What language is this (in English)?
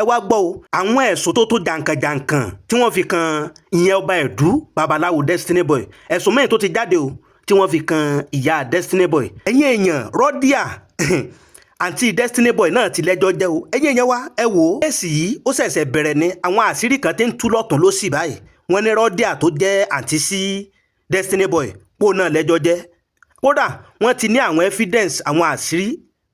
Yoruba